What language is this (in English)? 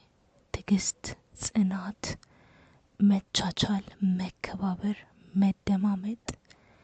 Amharic